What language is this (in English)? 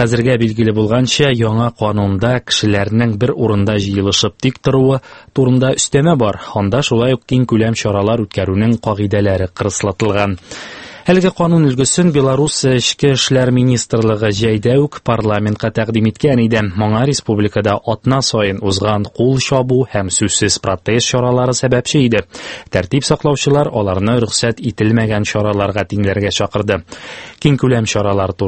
Tatar